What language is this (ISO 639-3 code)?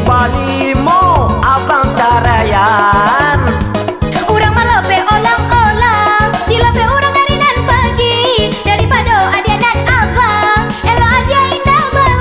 min